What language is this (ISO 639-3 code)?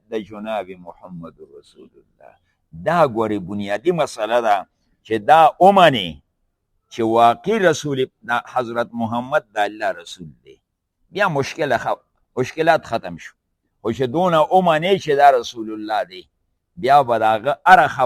pus